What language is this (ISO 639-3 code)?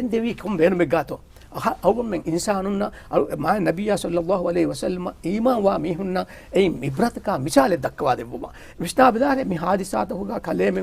div